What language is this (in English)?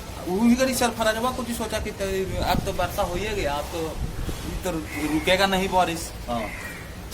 Magahi